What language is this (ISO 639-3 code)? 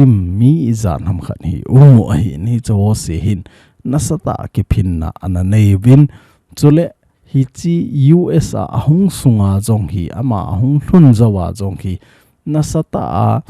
tcz